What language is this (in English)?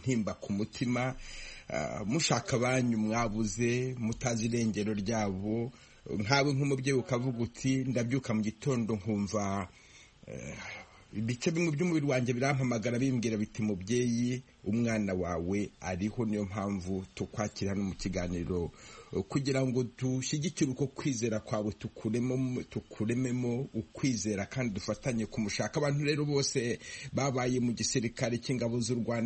Kinyarwanda